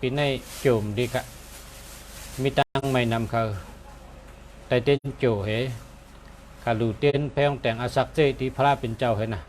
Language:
Shan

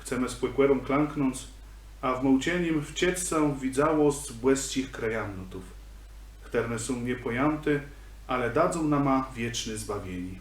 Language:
Kashubian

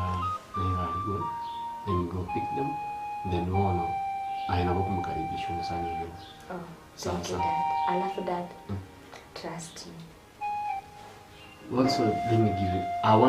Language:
Gusii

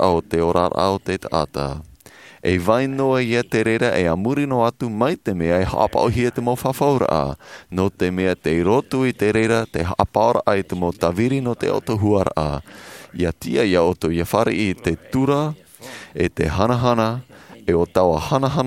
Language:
Tahitian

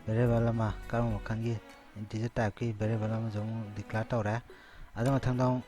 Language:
Manipuri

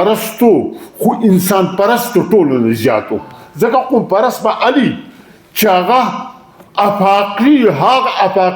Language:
Pashto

